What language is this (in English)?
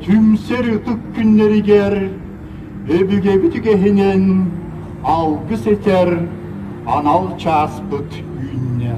Yakut